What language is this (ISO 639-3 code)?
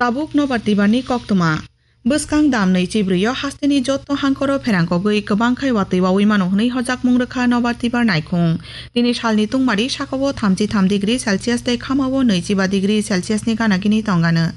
trp